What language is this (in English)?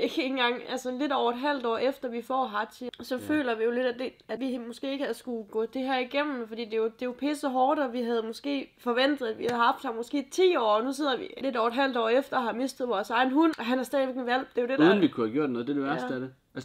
Danish